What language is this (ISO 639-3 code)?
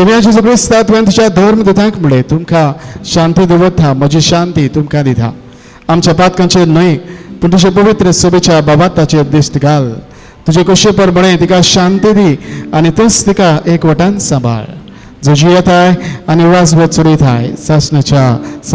kok